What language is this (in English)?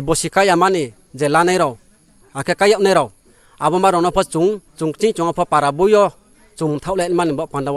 Riang (India)